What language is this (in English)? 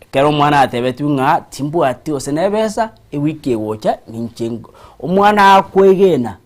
Gusii